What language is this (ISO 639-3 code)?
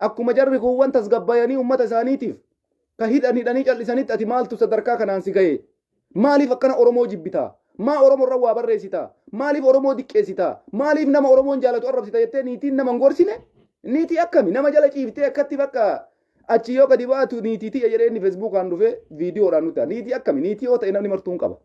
orm